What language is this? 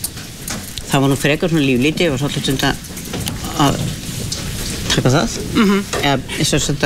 Icelandic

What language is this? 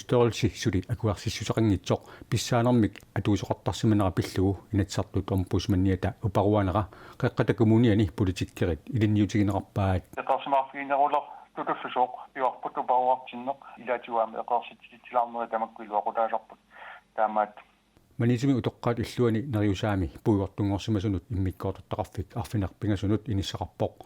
Kalaallisut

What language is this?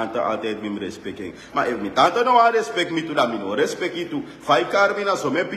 Sranan Tongo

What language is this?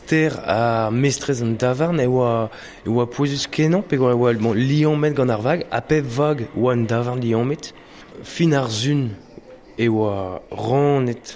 Breton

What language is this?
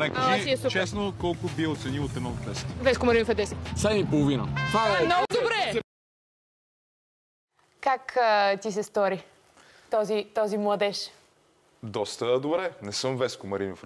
Bulgarian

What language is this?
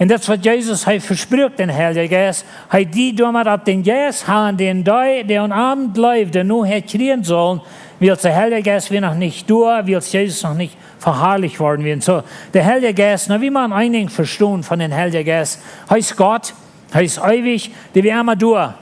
Plautdietsch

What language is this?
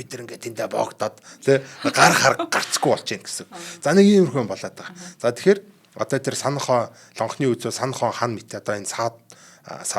Mongolian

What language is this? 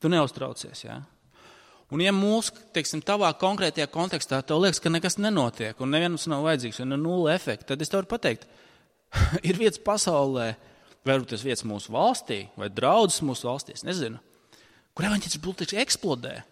Latvian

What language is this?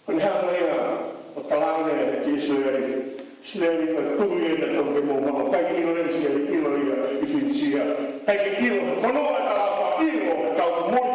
Tongan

